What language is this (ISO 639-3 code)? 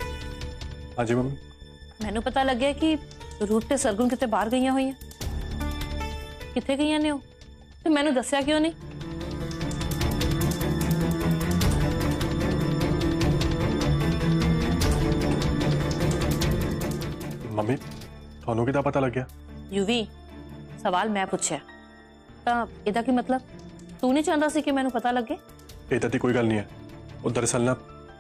pan